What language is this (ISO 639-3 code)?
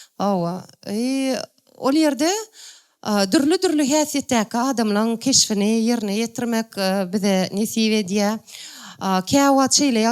tuk